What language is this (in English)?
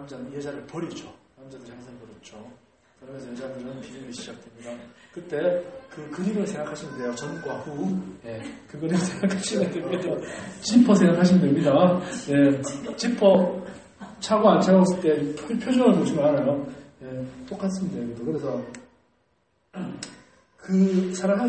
Korean